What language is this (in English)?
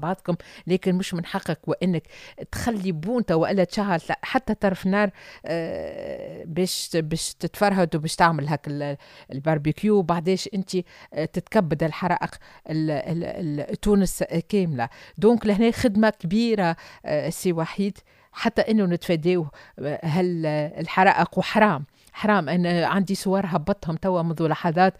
Tunisian Arabic